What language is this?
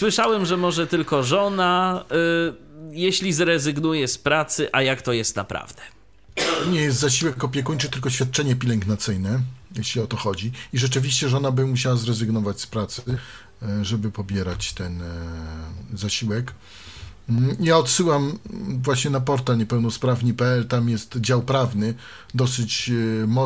Polish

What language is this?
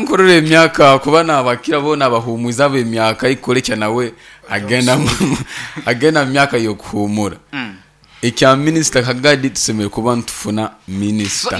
Nyankole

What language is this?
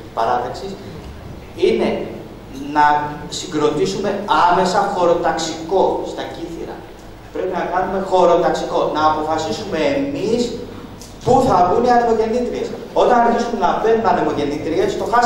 Greek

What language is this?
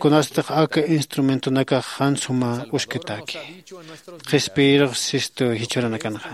Aymara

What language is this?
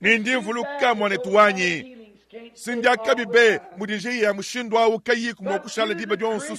Luba-Lulua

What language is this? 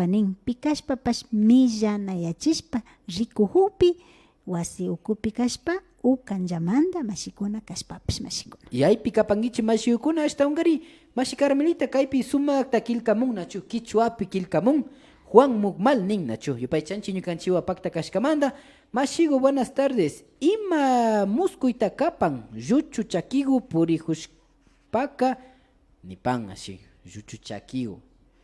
Imbabura Highland Quichua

